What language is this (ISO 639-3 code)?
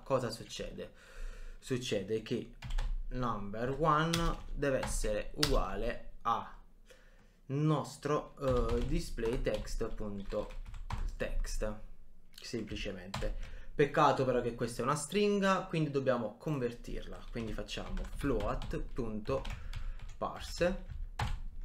ita